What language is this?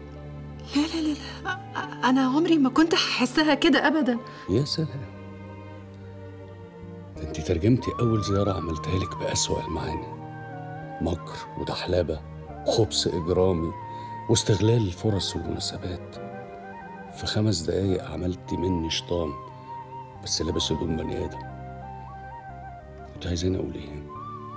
Egyptian Arabic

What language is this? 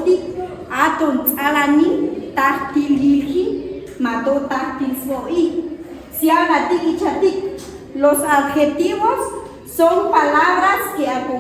Chuj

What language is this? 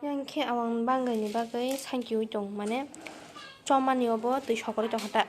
Kok Borok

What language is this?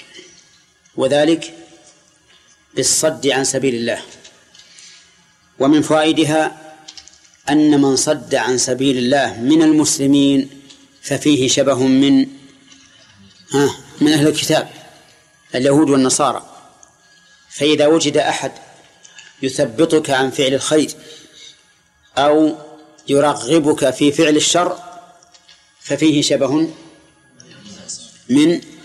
Arabic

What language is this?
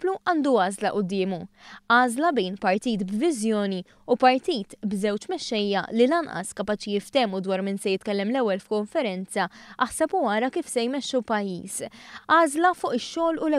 Maltese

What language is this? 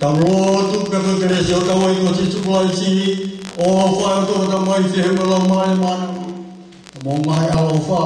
Tongan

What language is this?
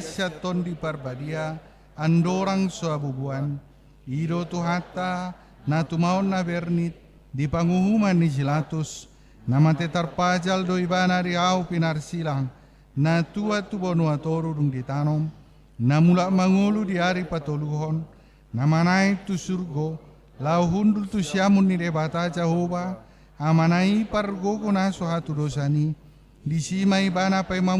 Batak Toba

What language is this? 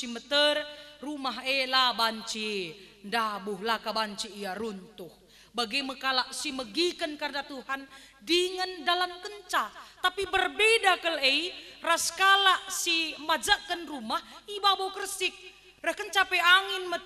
Batak Karo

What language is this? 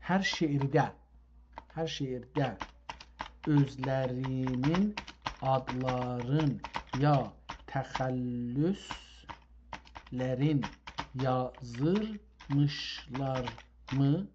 South Azerbaijani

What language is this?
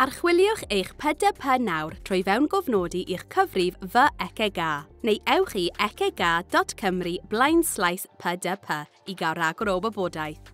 Welsh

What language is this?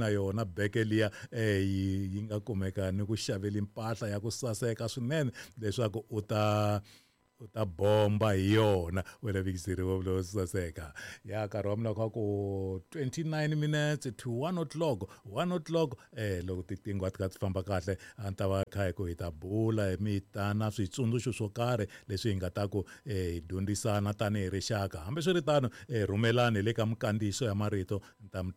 Tsonga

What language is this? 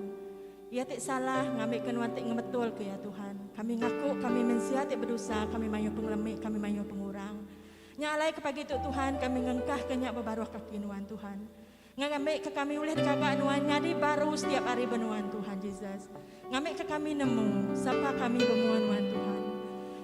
Iban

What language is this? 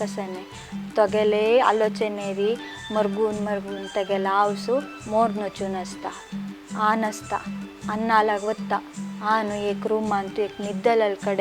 Konkani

